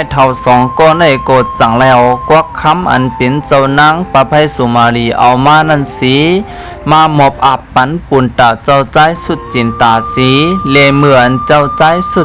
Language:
Shan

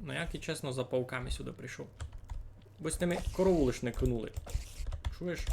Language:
Rusyn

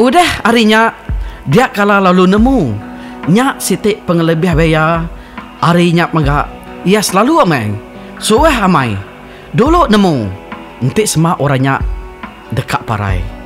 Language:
Iban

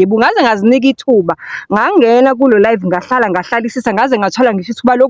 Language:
Zulu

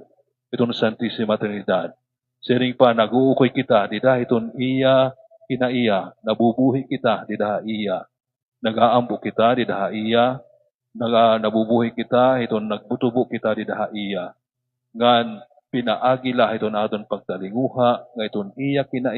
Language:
Waray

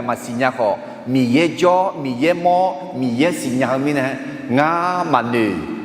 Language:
Akha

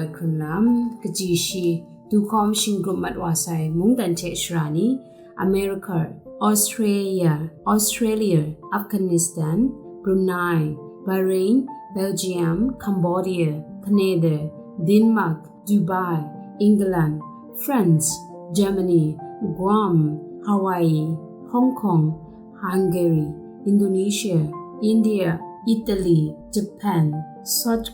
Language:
Kachin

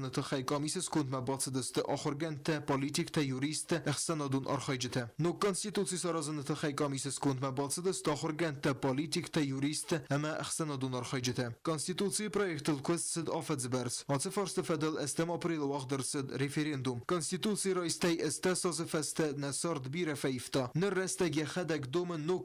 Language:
Ossetic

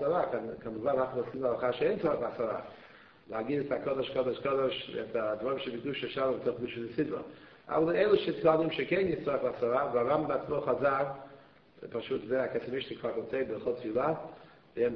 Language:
Hebrew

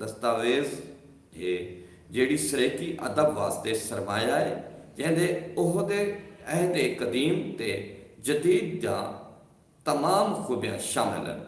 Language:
Saraiki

